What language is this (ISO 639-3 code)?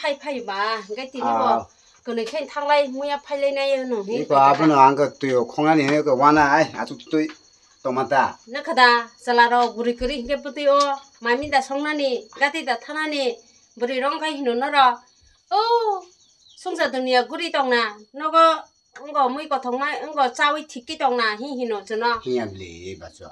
trp